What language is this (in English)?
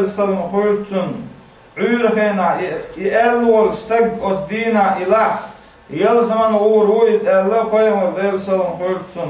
Chechen